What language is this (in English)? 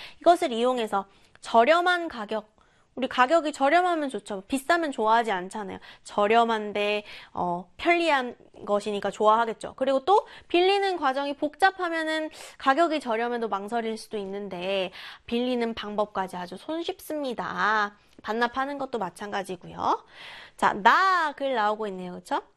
Korean